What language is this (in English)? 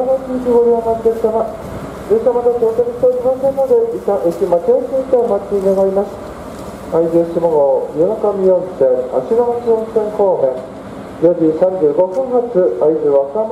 Japanese